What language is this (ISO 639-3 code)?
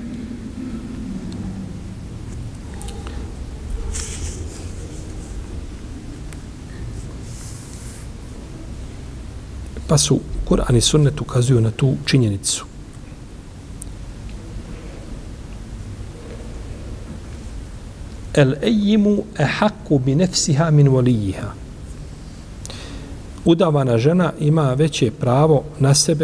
bos